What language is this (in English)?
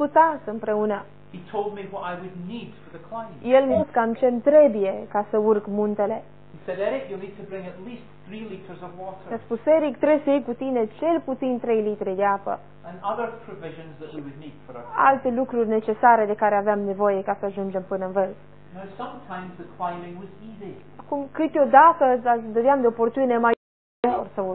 Romanian